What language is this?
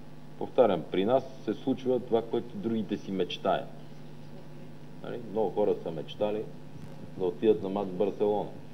Bulgarian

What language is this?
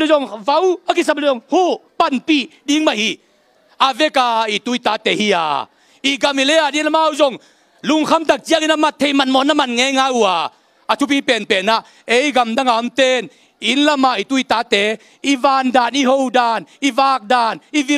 Tedim Chin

